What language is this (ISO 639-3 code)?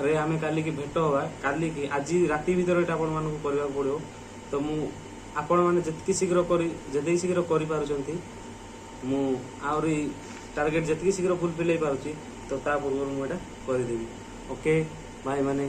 ori